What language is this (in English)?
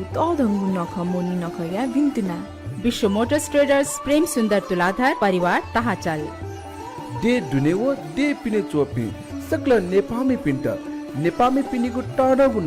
Newari